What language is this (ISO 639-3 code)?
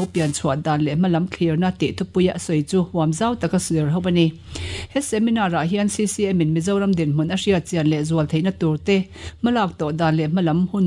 lus